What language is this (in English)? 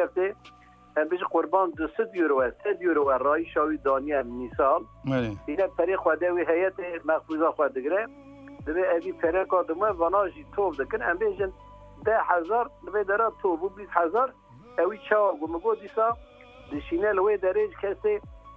Kurdish